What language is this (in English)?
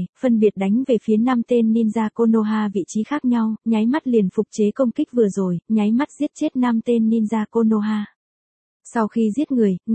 Vietnamese